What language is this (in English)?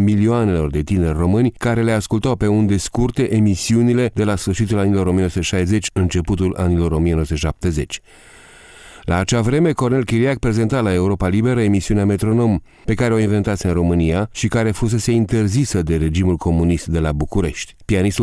Romanian